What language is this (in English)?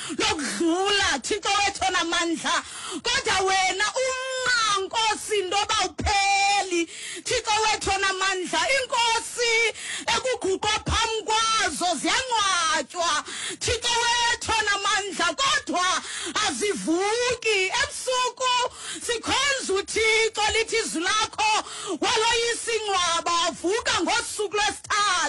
Xhosa